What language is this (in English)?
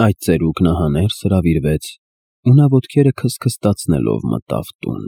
Armenian